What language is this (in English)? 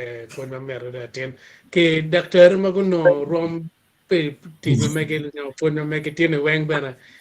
Acoli